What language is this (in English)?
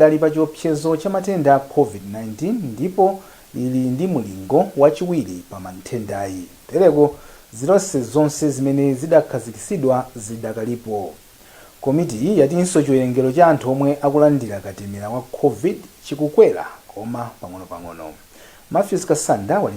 Nyanja